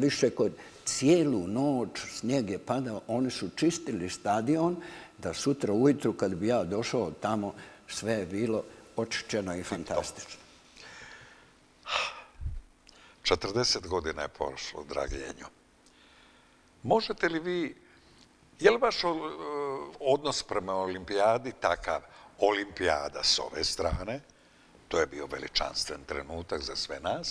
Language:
Bosnian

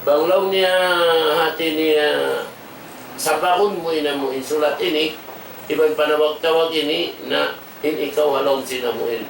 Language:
Tausug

